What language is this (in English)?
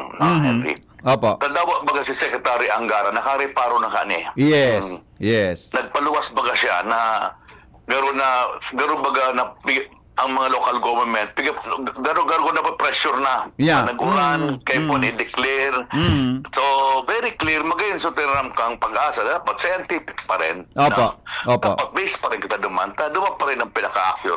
Bikol